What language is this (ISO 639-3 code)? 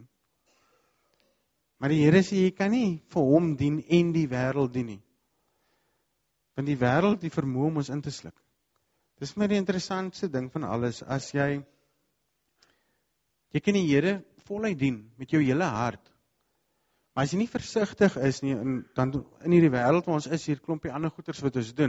afr